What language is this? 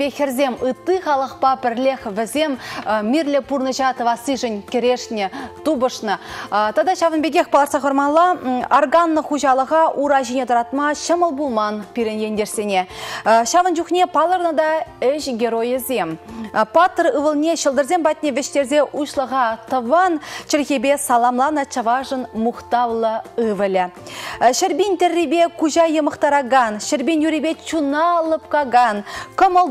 Chuvash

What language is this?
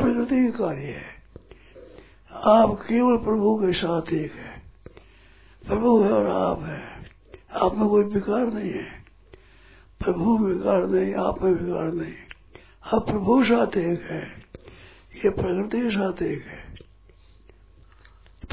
Hindi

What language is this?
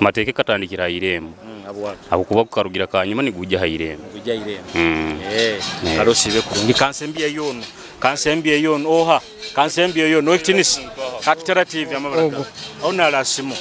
Nyoro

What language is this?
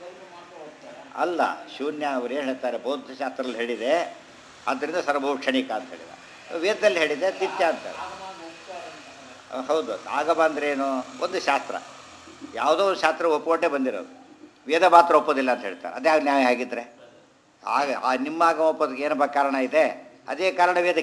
Kannada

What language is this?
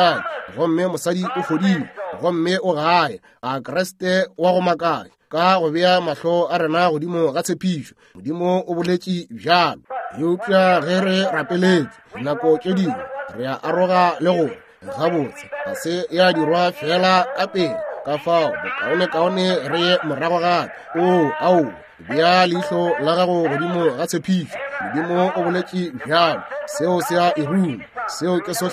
Northern Sotho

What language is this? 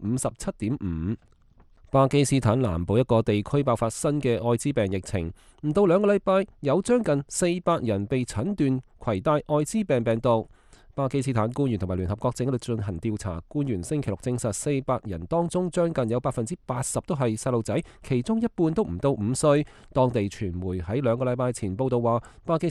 Cantonese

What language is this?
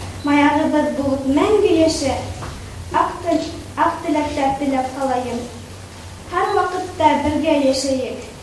Bashkir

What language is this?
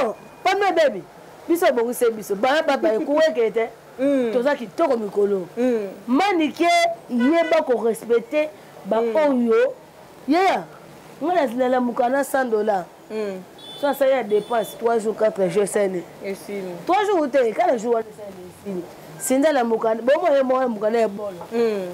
Lingala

